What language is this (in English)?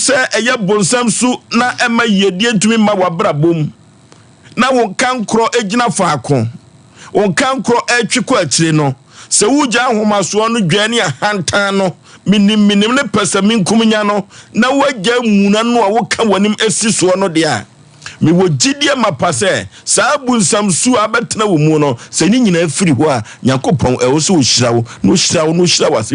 Akan